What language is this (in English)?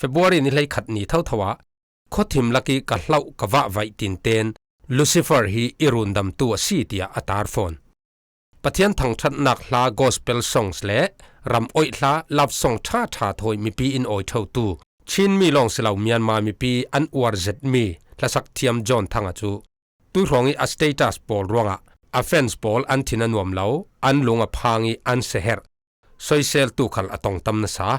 Falam Chin